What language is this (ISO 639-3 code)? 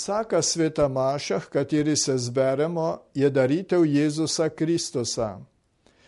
slv